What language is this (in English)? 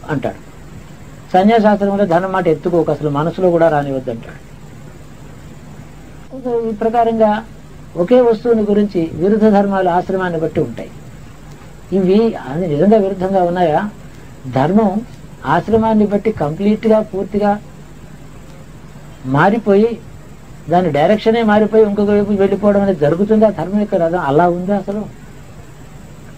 Telugu